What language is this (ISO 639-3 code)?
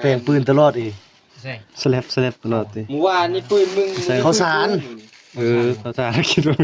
tts